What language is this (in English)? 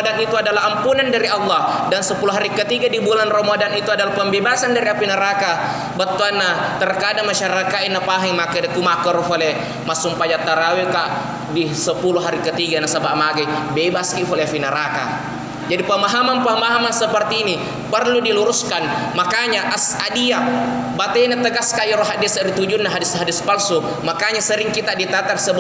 Buginese